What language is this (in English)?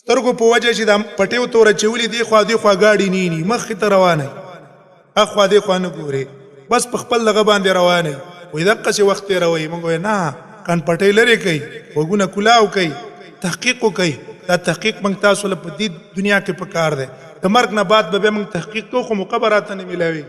Pashto